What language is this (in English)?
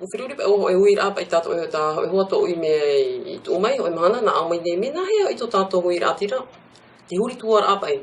Tahitian